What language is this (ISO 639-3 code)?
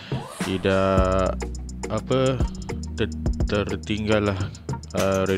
msa